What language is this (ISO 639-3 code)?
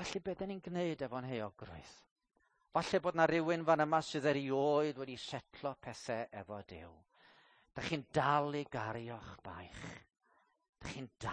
cym